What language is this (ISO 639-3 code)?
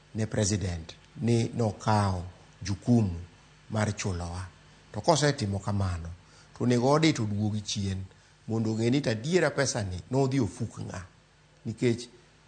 luo